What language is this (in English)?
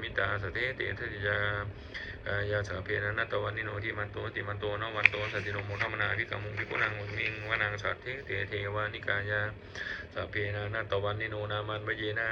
Pali